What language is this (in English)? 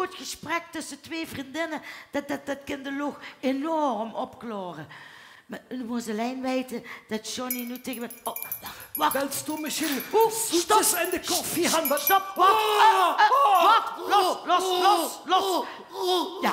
Limburgish